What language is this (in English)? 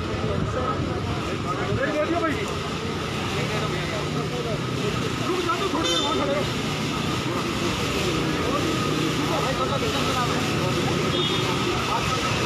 Hindi